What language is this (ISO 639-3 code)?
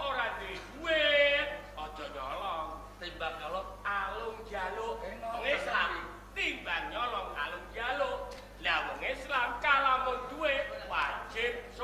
jav